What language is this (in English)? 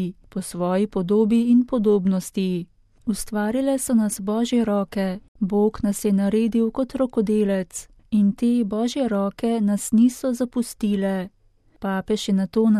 Slovenian